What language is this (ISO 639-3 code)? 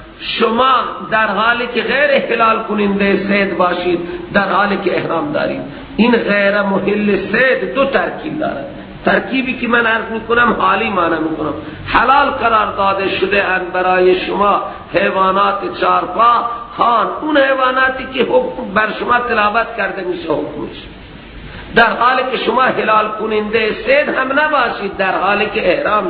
fas